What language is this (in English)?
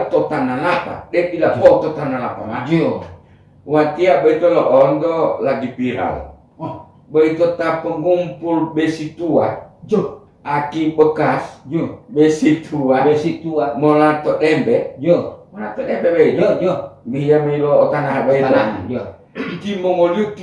Gorontalo